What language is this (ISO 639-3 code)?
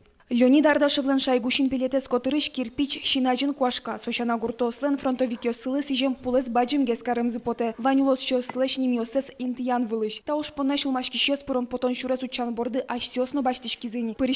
udm